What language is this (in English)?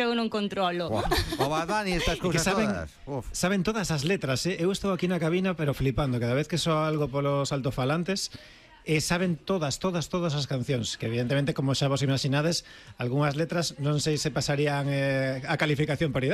Galician